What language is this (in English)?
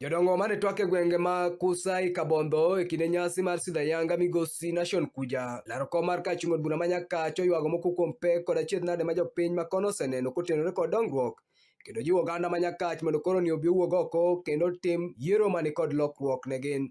Luo (Kenya and Tanzania)